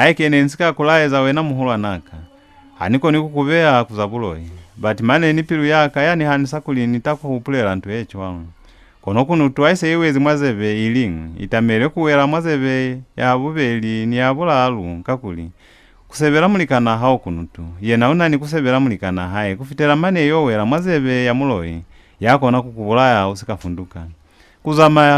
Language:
Lozi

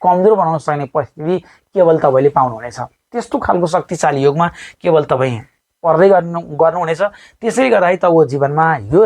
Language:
Nepali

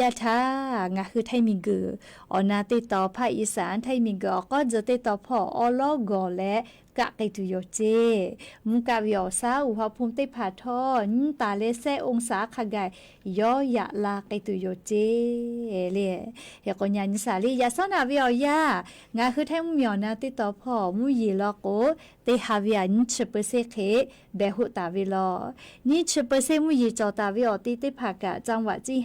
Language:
Lahu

